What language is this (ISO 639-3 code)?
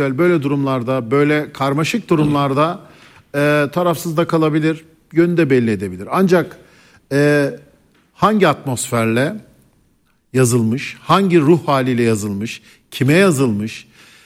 tur